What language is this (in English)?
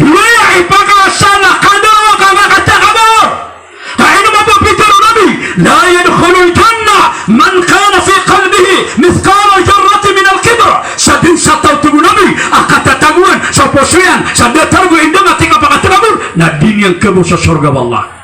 Maranao